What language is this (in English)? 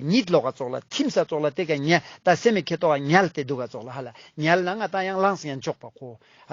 Ladakhi